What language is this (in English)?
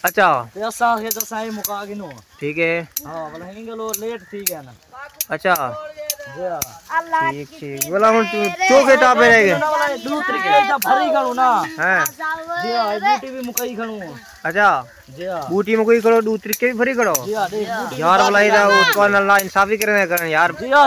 Saraiki